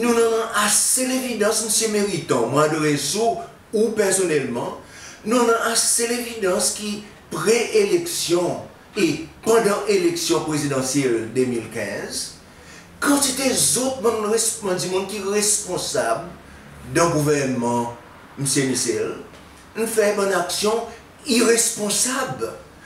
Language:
Seselwa Creole French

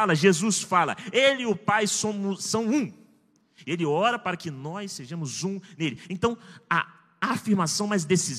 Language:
Portuguese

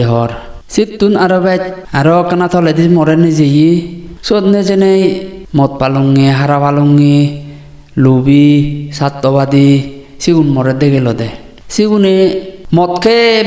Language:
Chakma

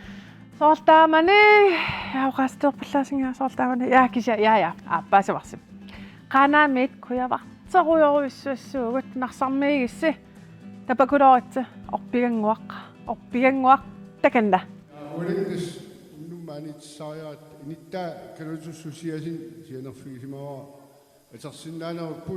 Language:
Kalaallisut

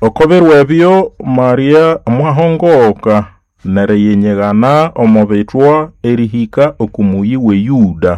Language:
Nande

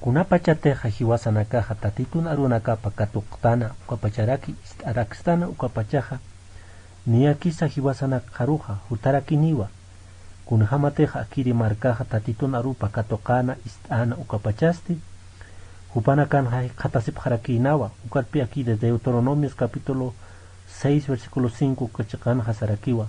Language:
Aymara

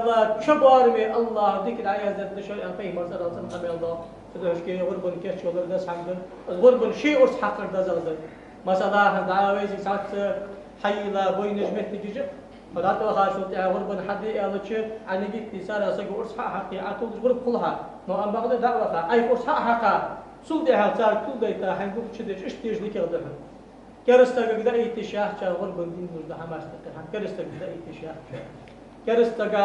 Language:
Ingush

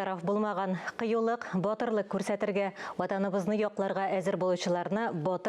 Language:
Tatar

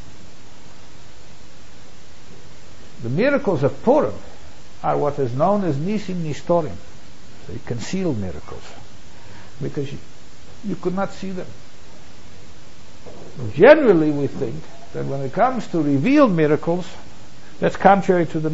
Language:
English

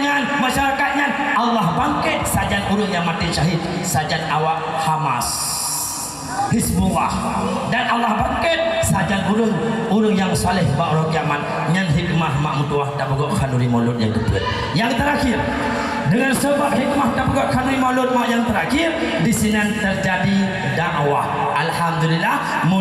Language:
Achinese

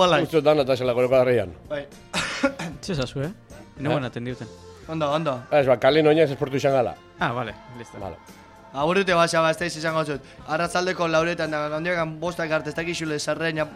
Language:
Basque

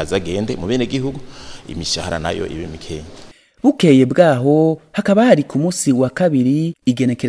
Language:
Rundi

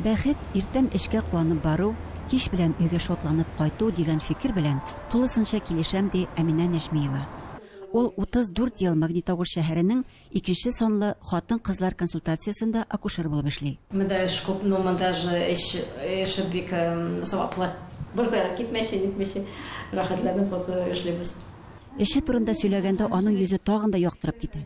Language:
Tatar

